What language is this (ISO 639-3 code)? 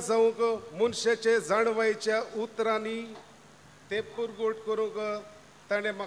kok